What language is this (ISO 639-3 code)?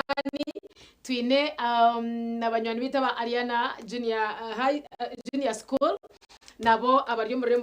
nyn